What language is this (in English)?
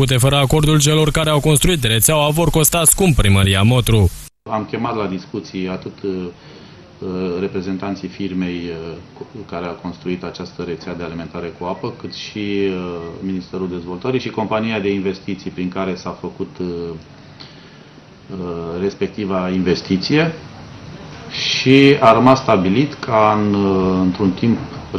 Romanian